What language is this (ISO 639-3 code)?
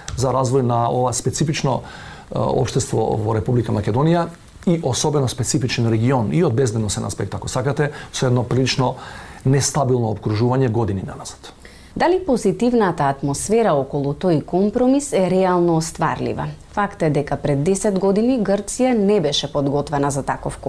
mkd